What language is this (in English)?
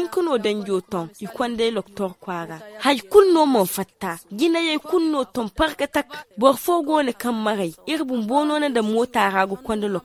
Zarma